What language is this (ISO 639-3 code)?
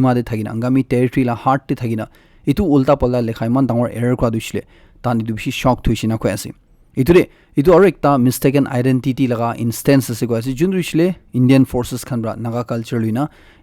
nag